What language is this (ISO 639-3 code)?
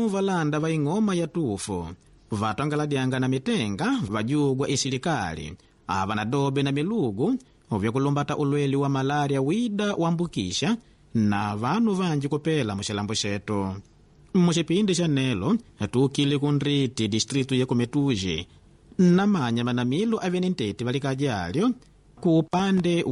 kde